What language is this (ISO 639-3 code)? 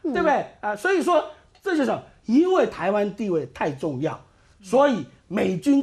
zho